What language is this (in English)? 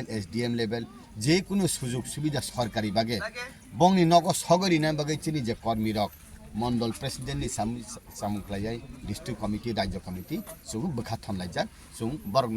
Kok Borok